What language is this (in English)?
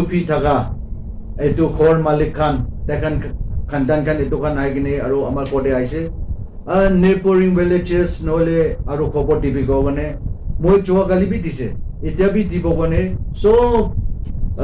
Naga Pidgin